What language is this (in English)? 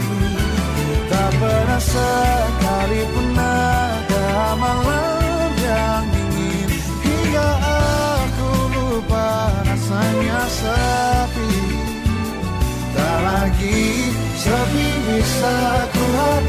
Indonesian